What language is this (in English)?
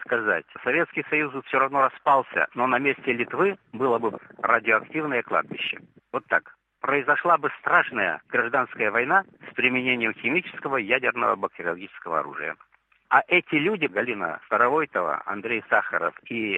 Russian